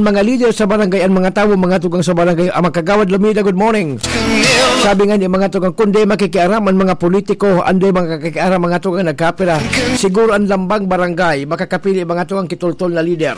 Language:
Bikol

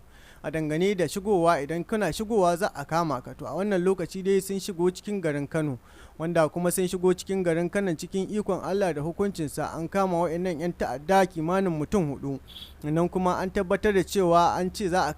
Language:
Hausa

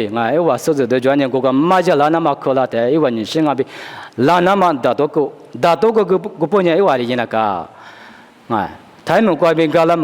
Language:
Lisu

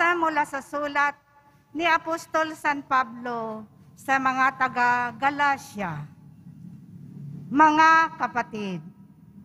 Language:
Filipino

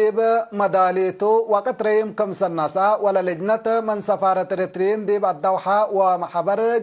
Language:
Tigre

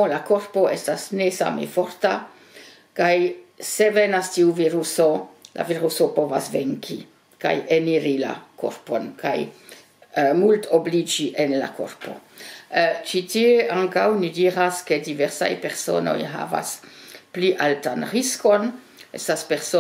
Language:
Esperanto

